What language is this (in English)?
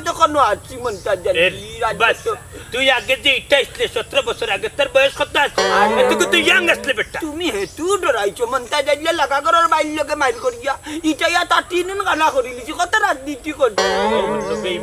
Sylheti